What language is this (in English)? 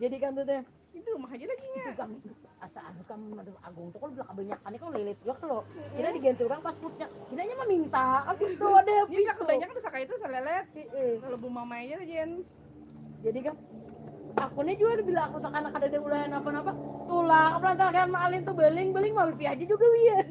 Banjar